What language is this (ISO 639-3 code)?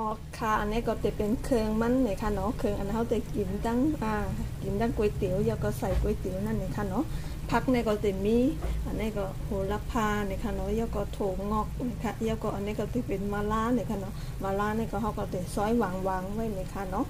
shn